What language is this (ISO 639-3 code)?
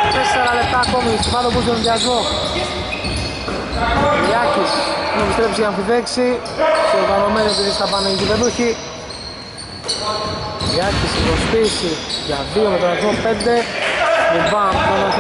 ell